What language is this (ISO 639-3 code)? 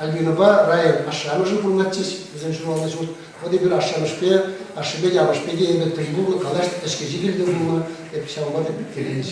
chv